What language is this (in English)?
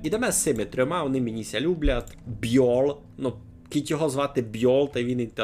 Rusyn